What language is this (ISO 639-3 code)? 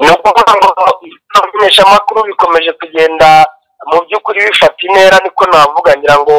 kin